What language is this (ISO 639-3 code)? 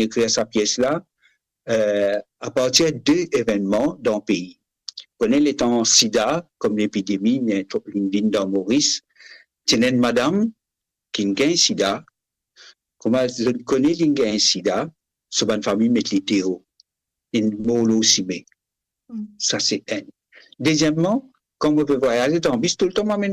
mfe